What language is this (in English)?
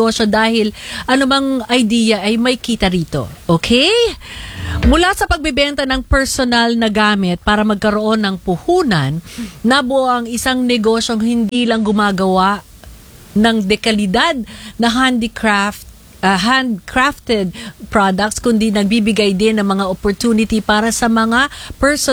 Filipino